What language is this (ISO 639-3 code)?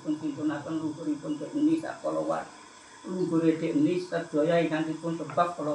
jav